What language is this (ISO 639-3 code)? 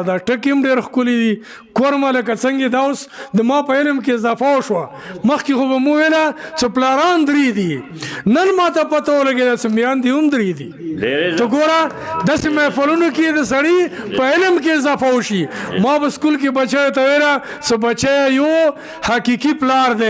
pus